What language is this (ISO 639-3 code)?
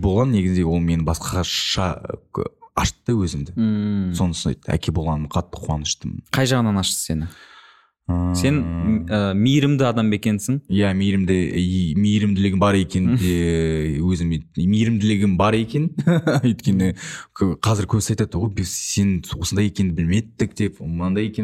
kaz